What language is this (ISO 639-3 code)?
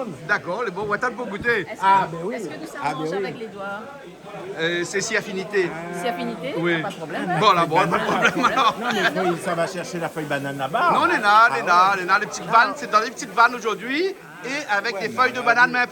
rcf